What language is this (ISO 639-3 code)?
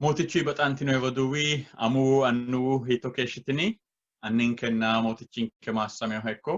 sid